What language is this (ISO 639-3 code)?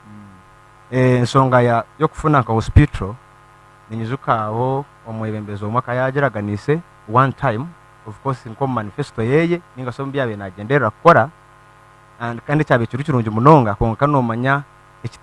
nyn